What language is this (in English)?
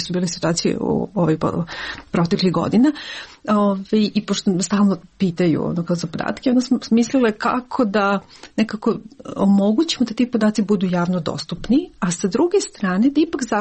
Serbian